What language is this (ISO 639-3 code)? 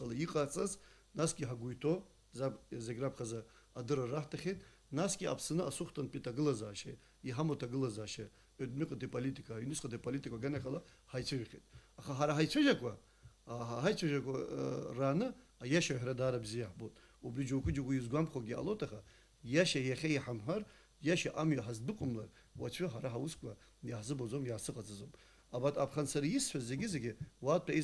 abk